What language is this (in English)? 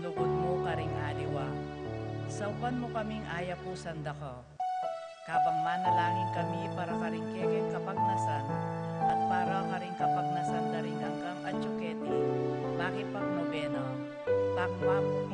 Pampanga